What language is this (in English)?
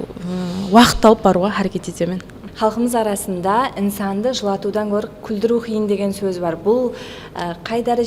Kara-Kalpak